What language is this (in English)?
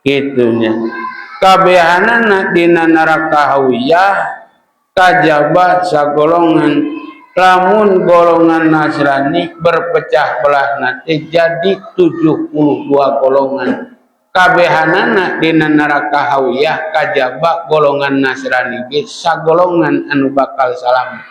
Sundanese